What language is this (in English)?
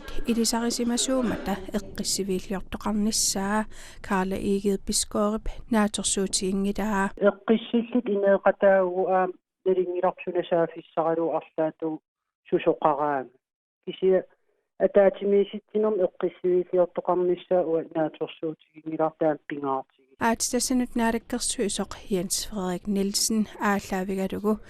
Kalaallisut